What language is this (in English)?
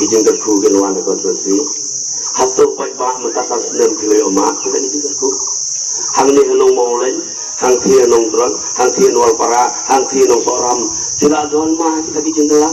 Khasi